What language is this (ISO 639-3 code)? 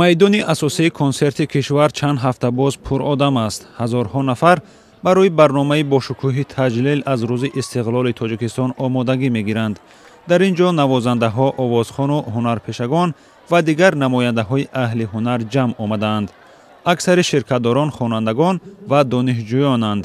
tgk